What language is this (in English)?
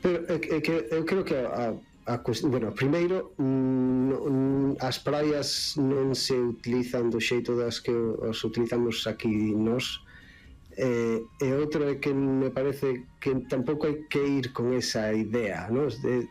Galician